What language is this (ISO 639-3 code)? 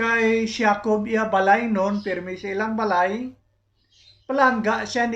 hil